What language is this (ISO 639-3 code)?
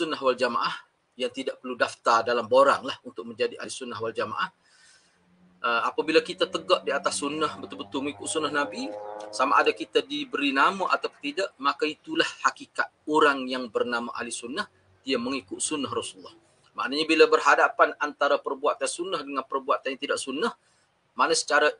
msa